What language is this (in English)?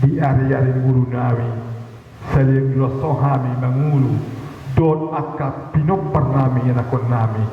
Batak Toba